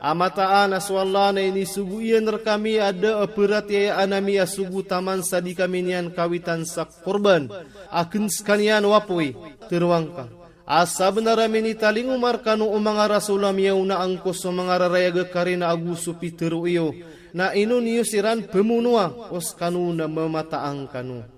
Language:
Maranao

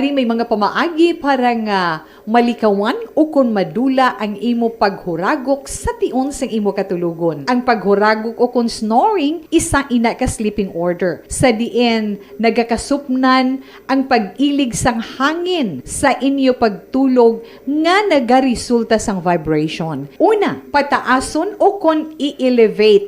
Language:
Hiligaynon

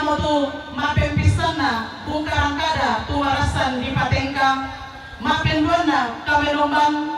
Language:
Toraja-Sa'dan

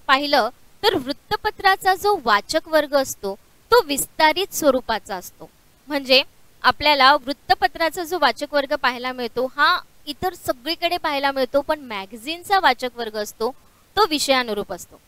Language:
Marathi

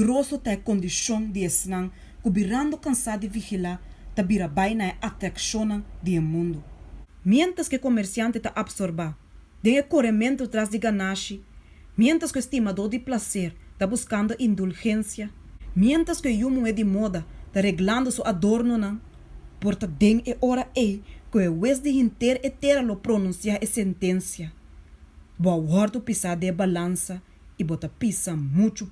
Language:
Papiamento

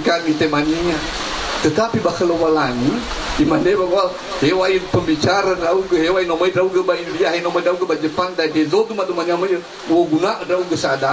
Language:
Nias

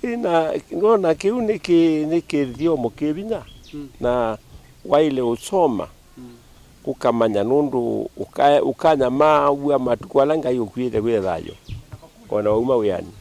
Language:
Kamba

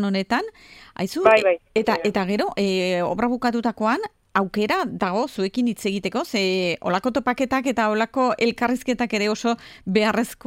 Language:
Basque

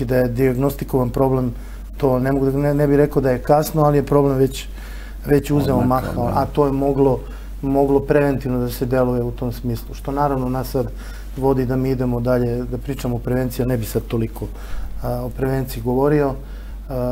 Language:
Serbian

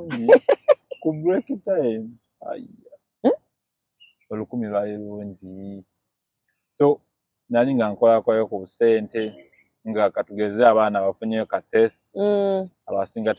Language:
Ganda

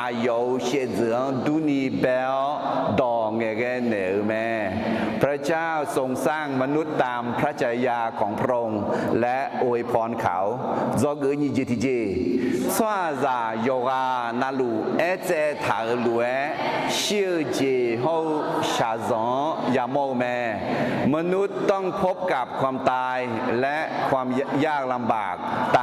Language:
Akha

